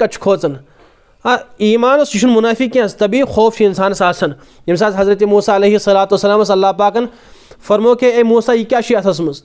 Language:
Kashmiri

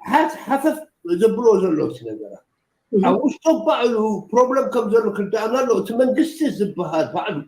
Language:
Tigrinya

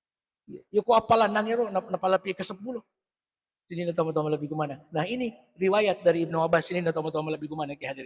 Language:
Buginese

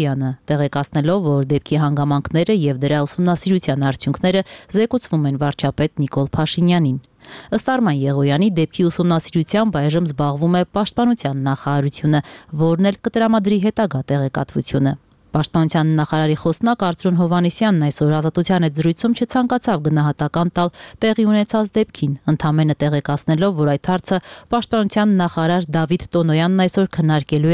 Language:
Armenian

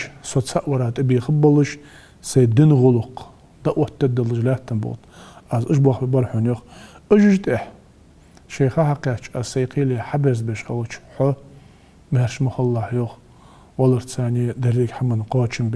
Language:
Ingush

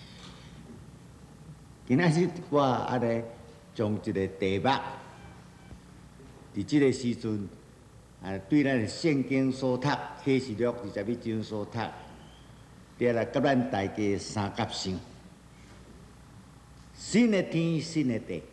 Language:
Min Nan Chinese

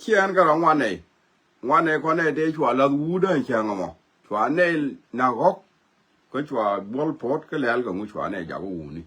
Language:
Nuer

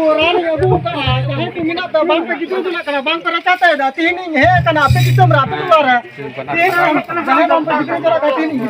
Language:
Santali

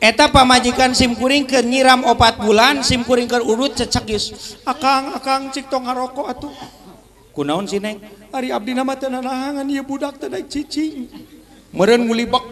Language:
Sundanese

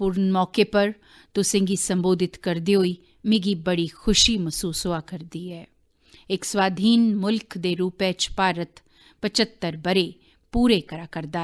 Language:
Dogri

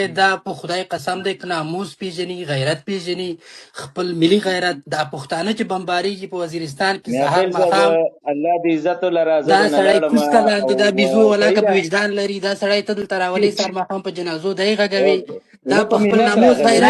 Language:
Pashto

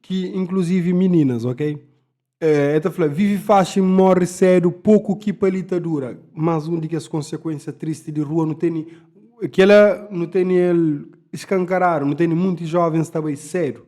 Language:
Kabuverdianu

